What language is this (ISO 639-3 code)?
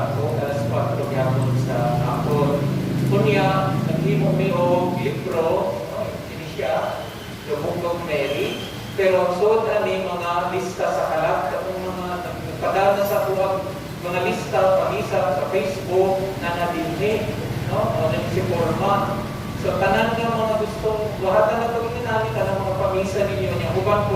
ceb